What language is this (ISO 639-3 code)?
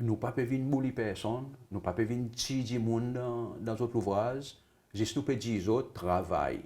crs